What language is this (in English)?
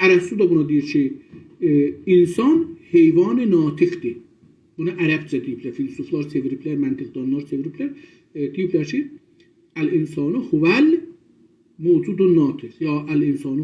South Azerbaijani